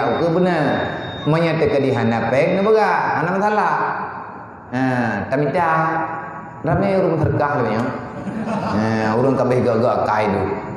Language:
Achinese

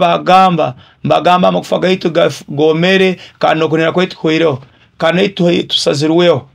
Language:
Nyoro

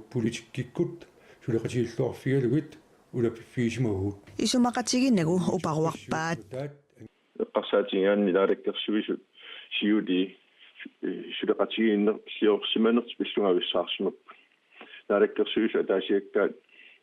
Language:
Kalaallisut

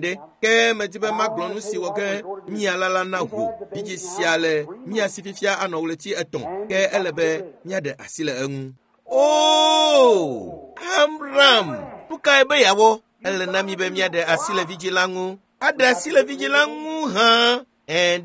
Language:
Ewe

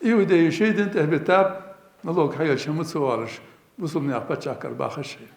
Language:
Ingush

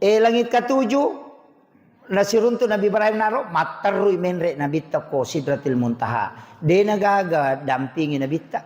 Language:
Buginese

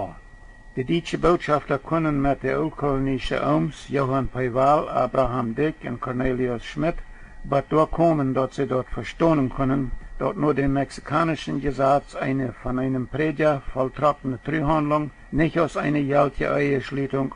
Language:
Plautdietsch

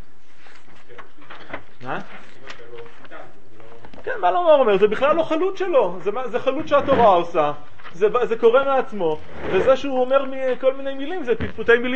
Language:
Hebrew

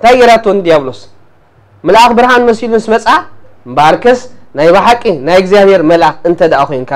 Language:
Tigrinya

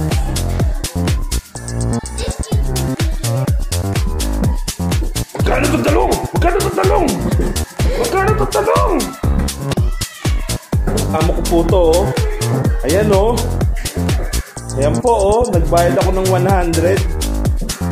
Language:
Filipino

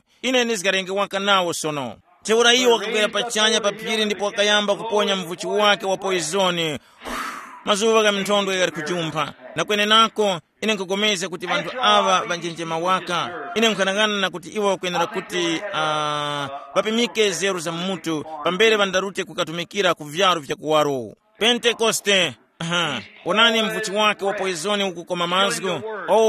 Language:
Tumbuka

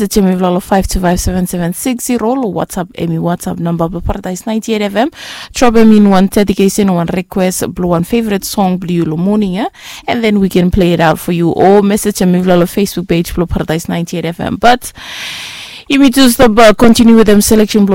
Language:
Bislama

